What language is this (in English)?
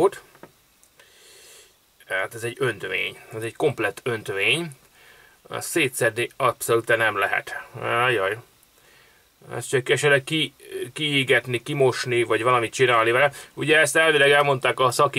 Hungarian